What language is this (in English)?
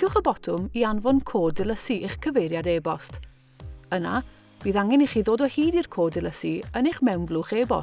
Welsh